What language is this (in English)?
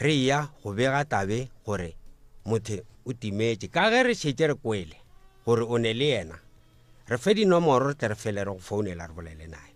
Northern Sotho